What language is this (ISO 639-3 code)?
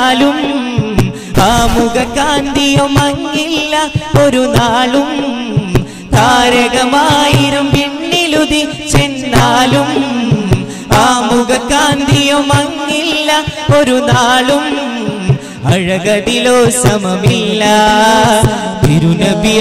mal